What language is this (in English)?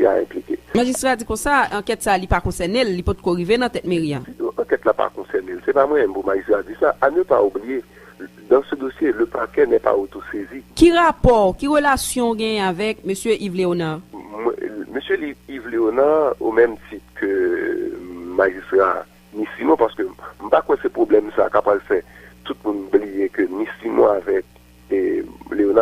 Haitian Creole